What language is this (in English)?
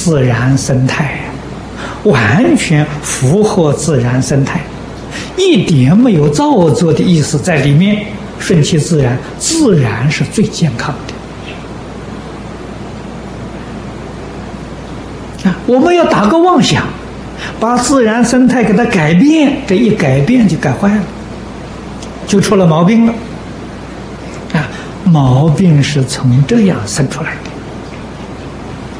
Chinese